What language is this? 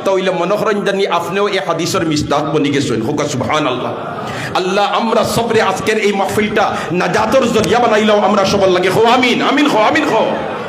Sylheti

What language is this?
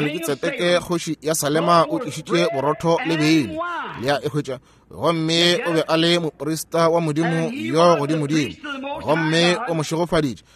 Northern Sotho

